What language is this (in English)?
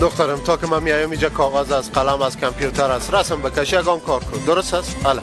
Persian